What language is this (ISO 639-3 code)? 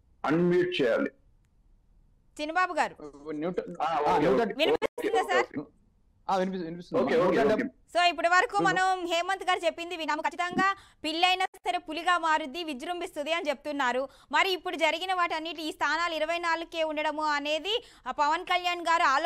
tel